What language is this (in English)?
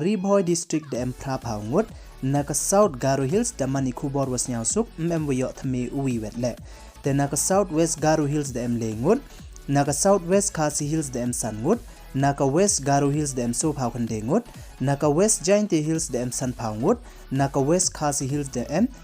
Pnar